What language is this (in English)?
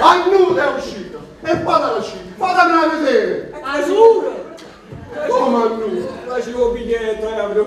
Neapolitan